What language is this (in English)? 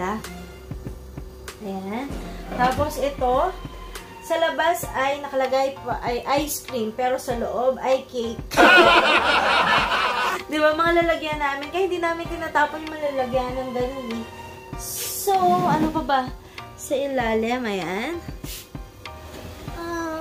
Filipino